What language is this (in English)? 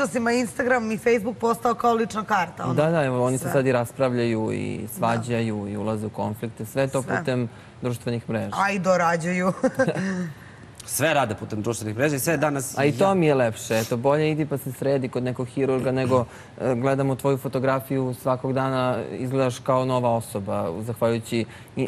Serbian